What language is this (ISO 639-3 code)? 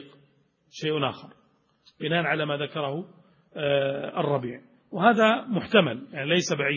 ara